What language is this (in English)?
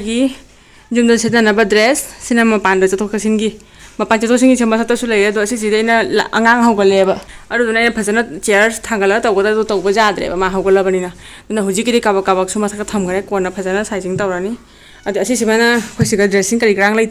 Manipuri